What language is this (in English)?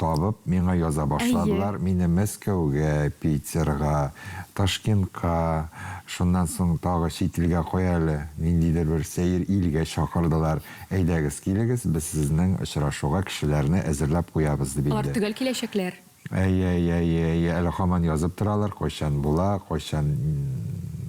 Tatar